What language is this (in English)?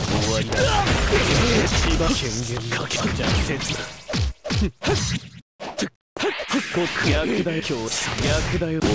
Japanese